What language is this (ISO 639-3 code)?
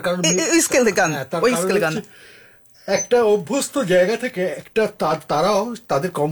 ben